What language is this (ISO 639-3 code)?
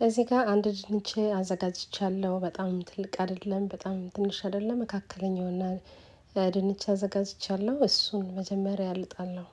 amh